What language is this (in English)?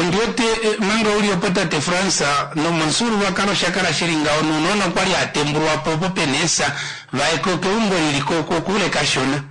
Kuanyama